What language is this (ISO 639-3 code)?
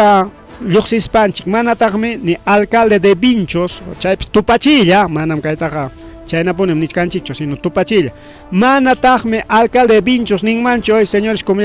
quy